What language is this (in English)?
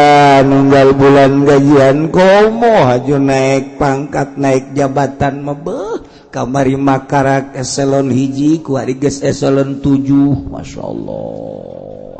Sundanese